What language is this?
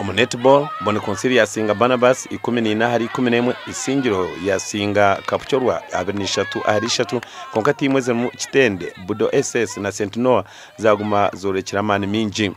Nyankole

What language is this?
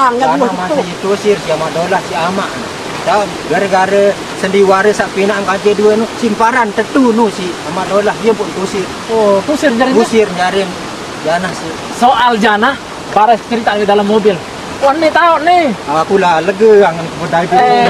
Sasak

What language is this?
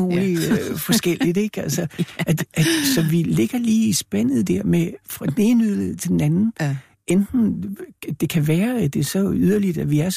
Danish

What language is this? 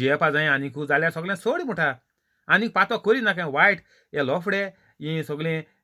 Konkani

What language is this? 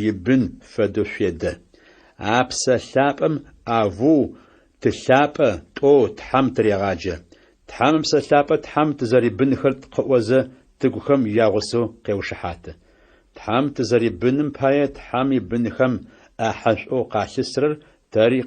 Adyghe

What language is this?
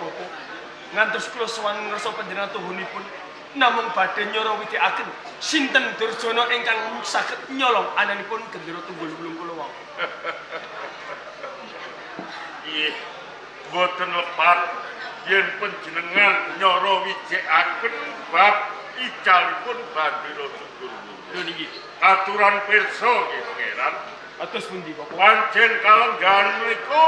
Javanese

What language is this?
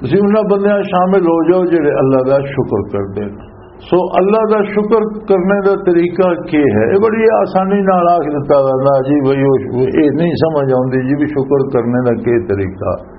Western Panjabi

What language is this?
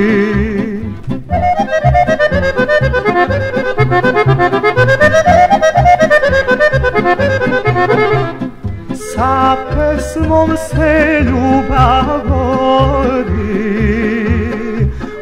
Serbian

